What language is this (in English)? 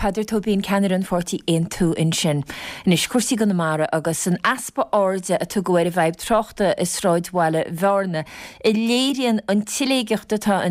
Irish